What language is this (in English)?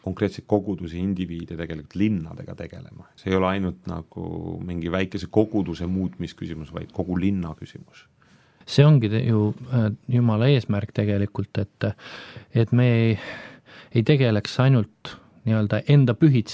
Estonian